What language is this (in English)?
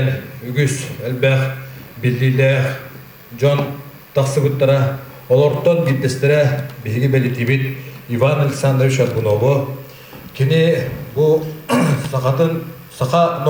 Yakut